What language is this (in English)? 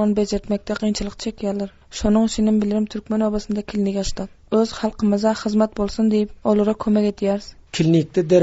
Turkmen